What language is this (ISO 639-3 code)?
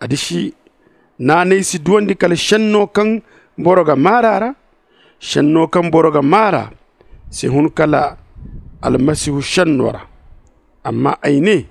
dje